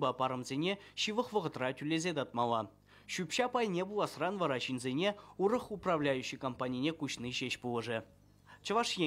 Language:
Chuvash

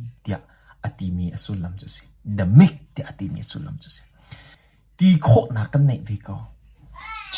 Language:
Hakha Chin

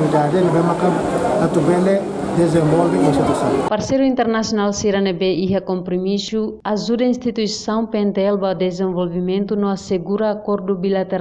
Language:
Tetum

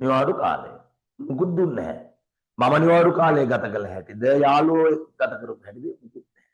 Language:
Sinhala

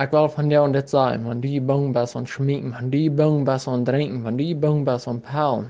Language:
Plautdietsch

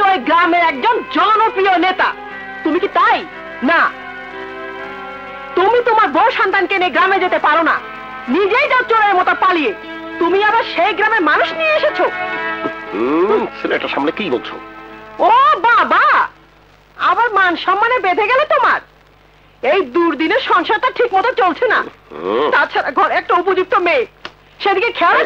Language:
Bangla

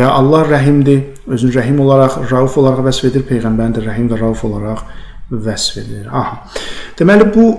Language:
Azerbaijani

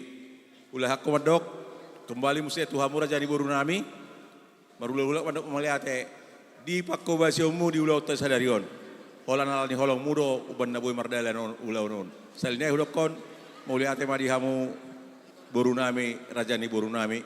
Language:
Batak Toba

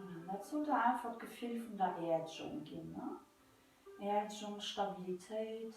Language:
Luxembourgish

